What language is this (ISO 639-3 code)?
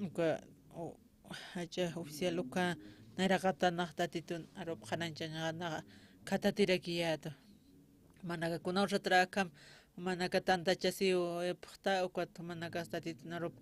aym